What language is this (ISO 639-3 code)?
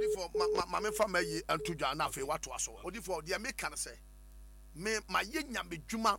aka